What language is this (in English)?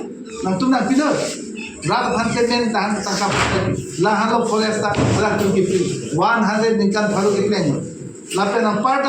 Karbi